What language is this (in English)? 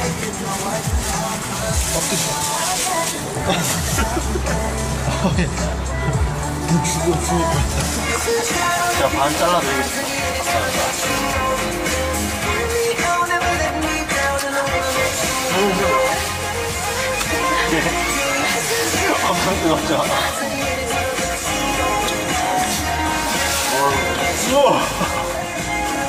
Korean